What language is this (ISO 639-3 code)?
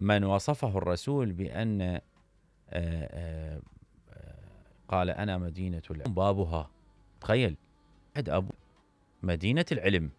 acm